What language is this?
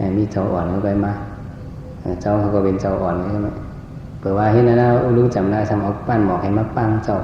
Shan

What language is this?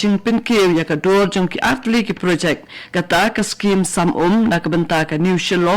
Khasi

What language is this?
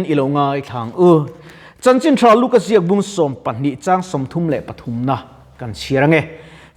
Mizo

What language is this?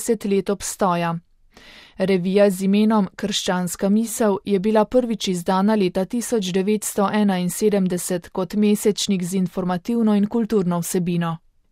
Slovenian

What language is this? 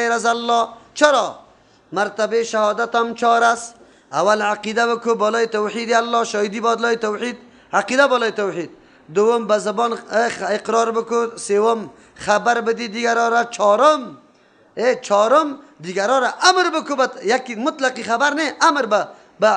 Persian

